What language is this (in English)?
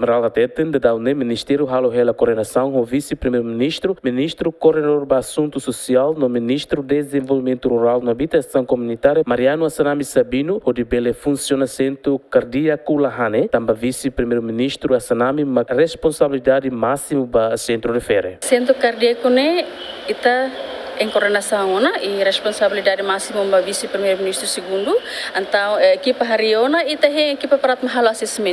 Tetum